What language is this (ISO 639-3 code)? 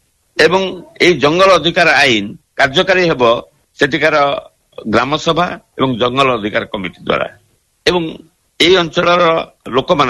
ori